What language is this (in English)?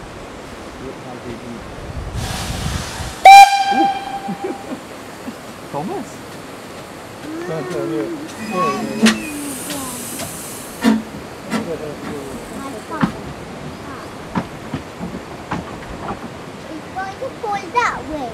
English